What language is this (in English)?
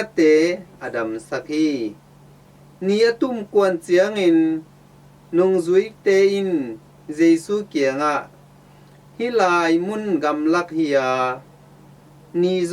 Tedim Chin